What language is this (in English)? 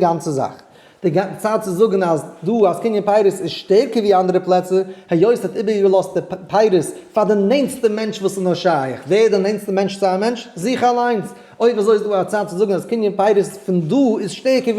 Yiddish